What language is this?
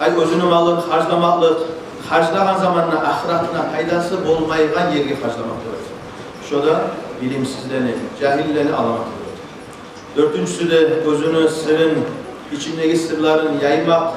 Kumyk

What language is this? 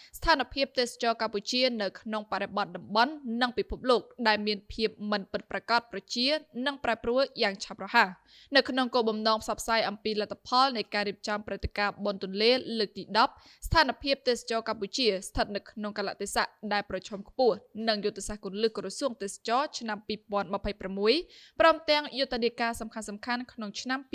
Khmer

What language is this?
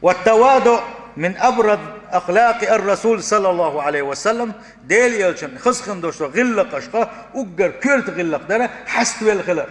Chechen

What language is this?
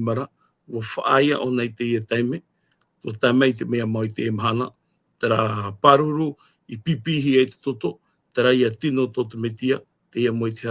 Tahitian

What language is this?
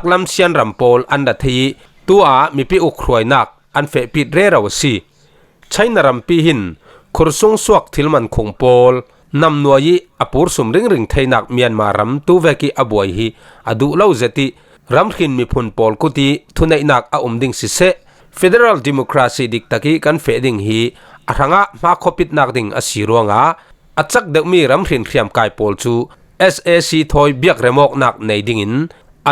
Falam Chin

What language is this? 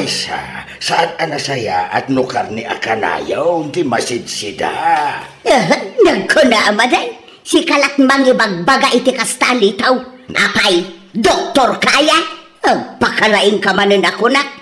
Iloko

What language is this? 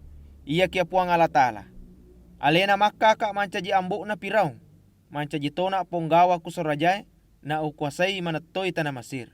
Buginese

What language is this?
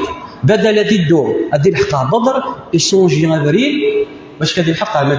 Kabyle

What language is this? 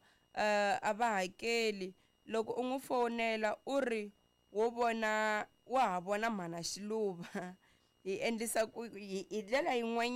Tsonga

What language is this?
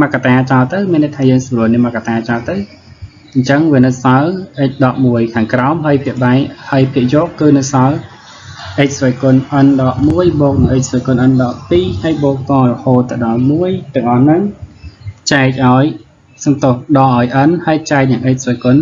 Khmer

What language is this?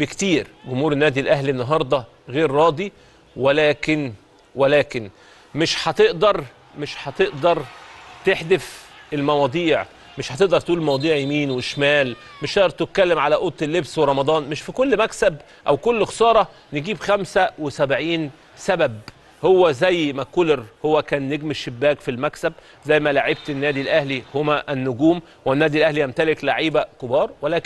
Egyptian Arabic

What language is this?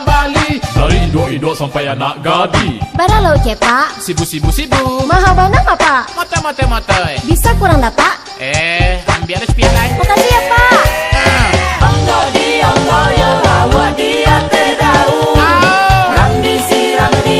Minangkabau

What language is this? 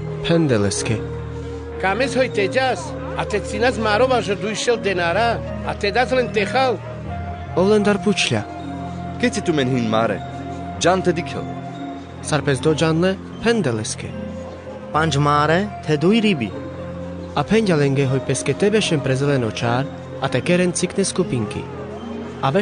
Carpathian Romani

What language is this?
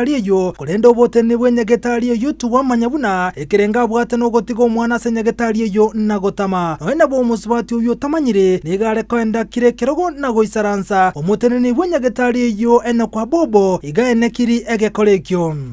Gusii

